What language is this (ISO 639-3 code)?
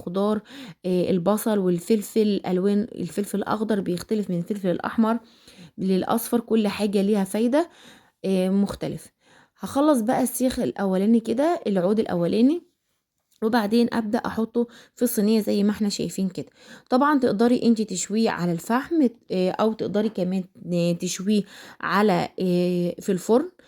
arz